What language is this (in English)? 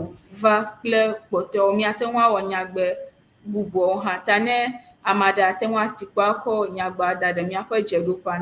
Ewe